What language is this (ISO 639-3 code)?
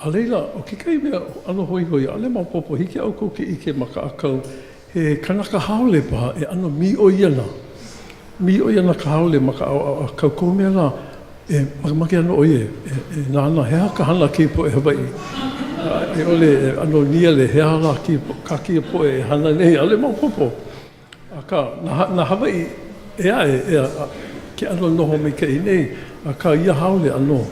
haw